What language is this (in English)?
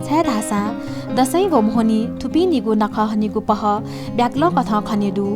Newari